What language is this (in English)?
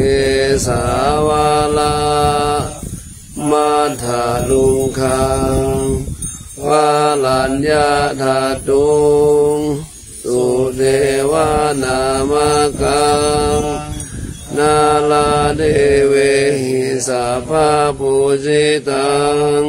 Pali